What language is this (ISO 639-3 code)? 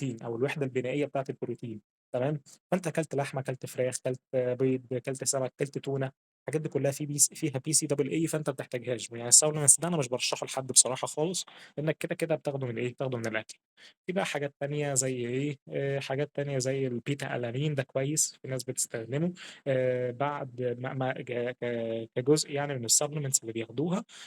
arz